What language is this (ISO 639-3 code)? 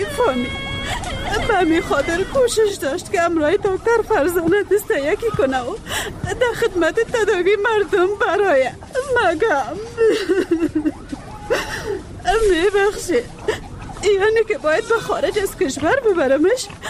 fas